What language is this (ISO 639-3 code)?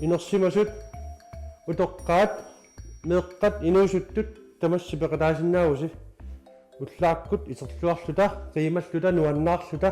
kal